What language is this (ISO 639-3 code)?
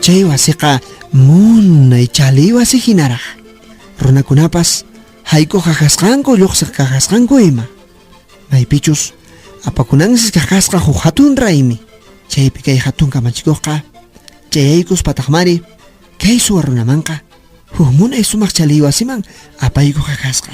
que